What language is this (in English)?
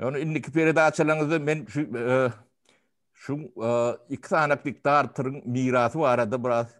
Turkmen